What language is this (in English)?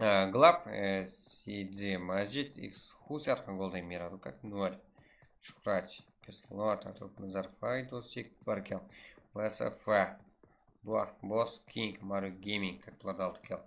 Kara-Kalpak